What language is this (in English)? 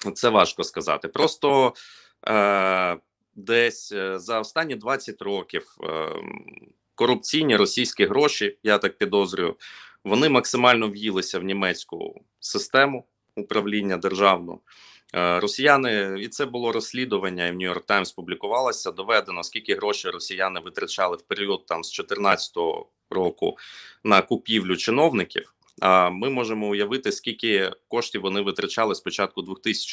Ukrainian